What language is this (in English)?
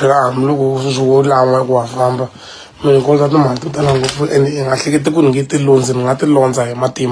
Tsonga